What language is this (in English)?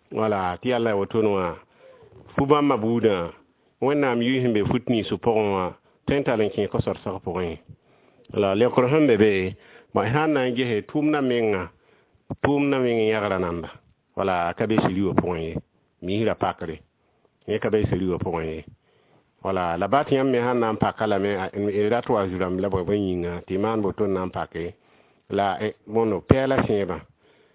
Mossi